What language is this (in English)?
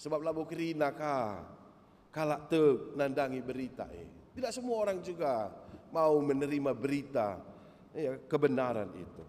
Batak Karo